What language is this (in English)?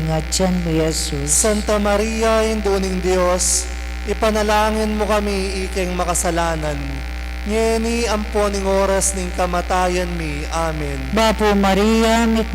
Pampanga